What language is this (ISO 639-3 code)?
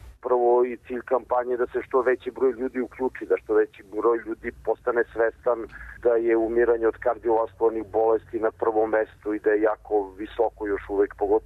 srp